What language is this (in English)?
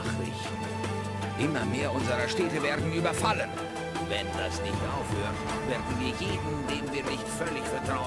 Bavarian